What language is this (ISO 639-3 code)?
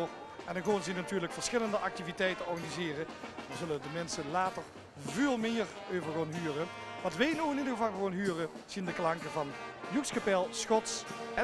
lim